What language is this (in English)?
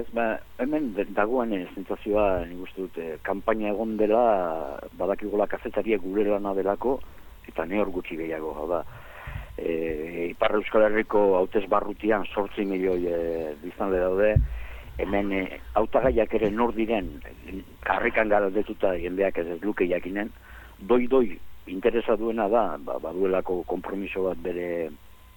Basque